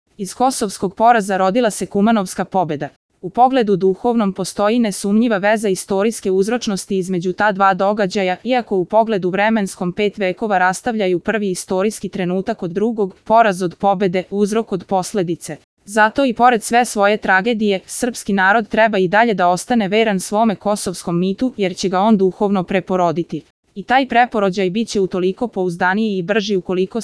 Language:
Serbian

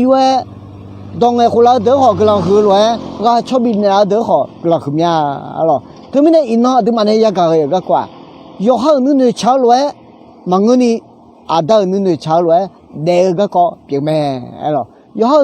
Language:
Akha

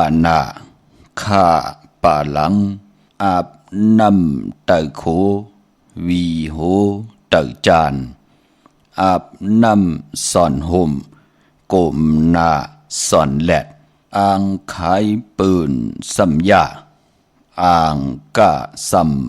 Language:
Shan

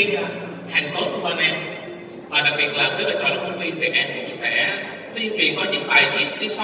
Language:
Vietnamese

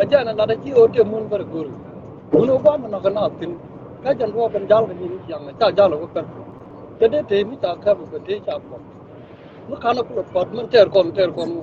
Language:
Nuer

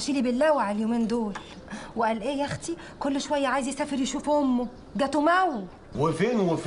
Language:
Egyptian Arabic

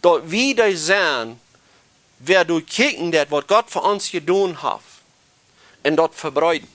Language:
Plautdietsch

